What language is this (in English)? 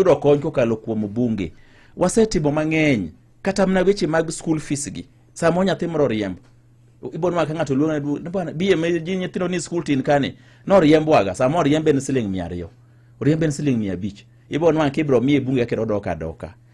Luo (Kenya and Tanzania)